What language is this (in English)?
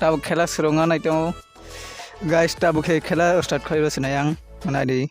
Kok Borok